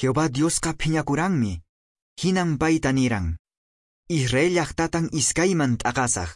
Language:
Quechua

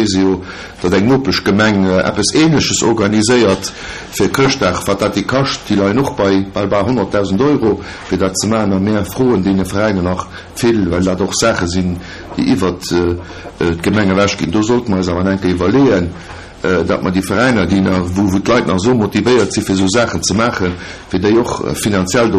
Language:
Luxembourgish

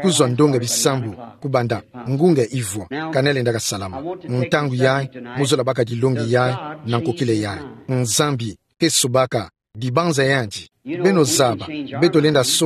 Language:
Kituba (Democratic Republic of Congo)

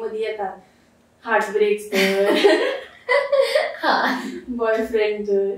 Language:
Konkani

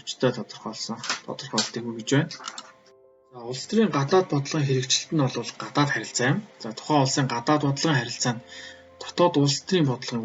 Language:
Mongolian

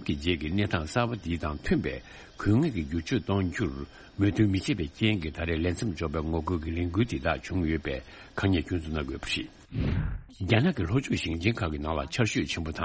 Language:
Tibetan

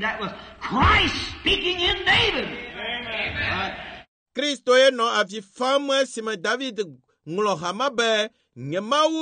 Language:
Ewe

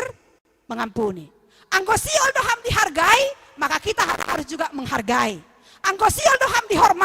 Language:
Batak Simalungun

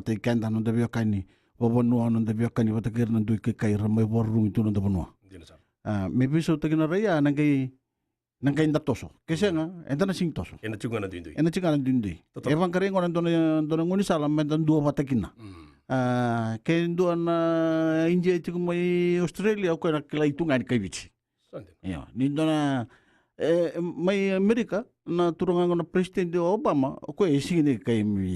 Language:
Fijian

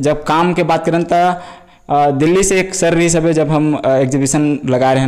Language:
Chhattisgarhi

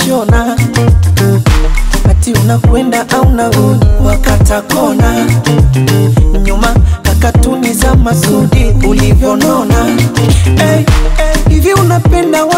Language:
Swahili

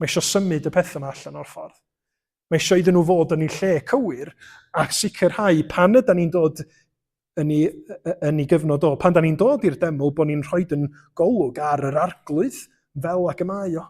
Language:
Welsh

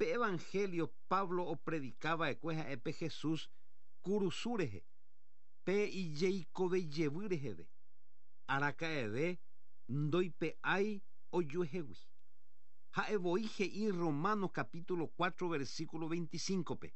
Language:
Guarani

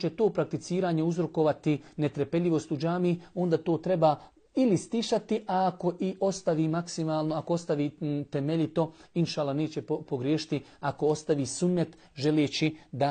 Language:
Bosnian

